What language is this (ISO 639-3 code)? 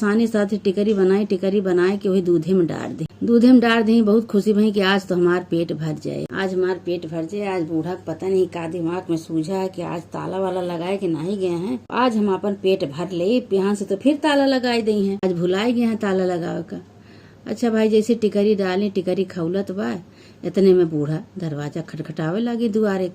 awa